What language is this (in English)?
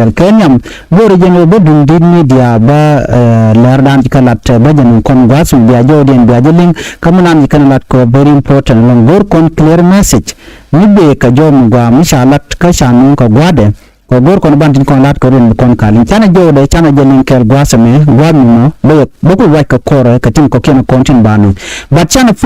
Nuer